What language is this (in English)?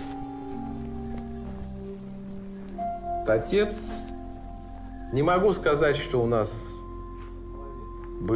Russian